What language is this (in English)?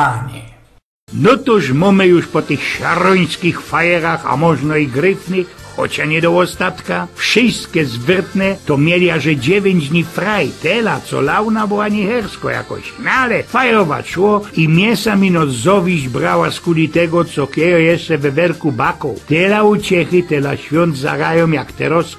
Silesian